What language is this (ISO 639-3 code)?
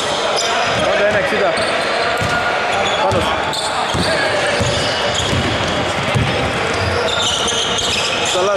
ell